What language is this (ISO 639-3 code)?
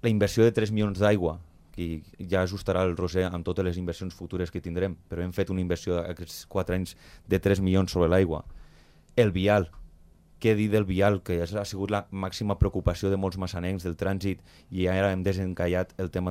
cat